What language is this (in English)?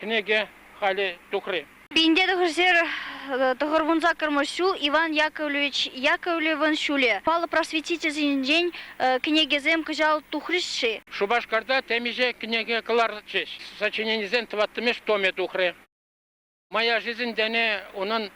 Chuvash